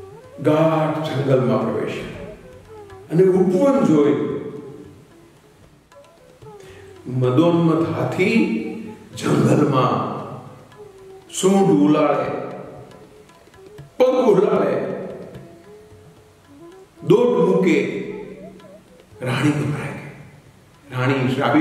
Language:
Gujarati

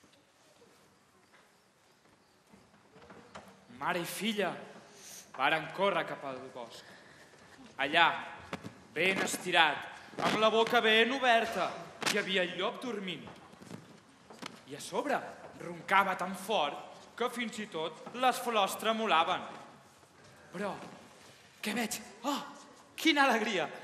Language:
Catalan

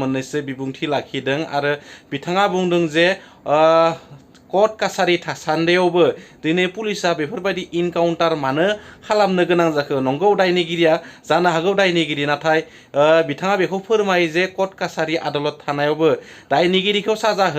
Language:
Bodo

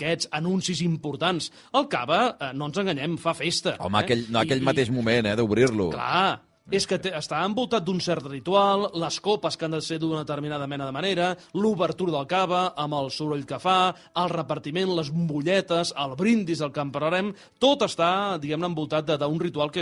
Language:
Catalan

